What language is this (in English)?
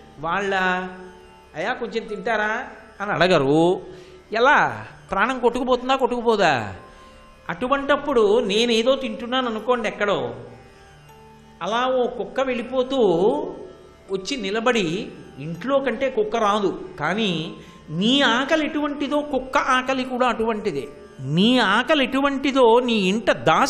Telugu